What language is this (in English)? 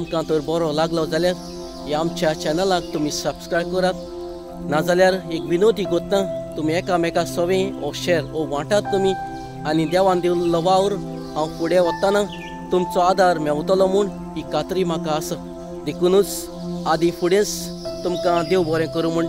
Konkani